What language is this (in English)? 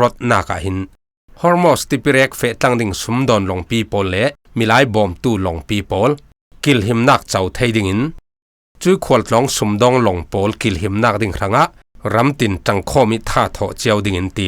Falam Chin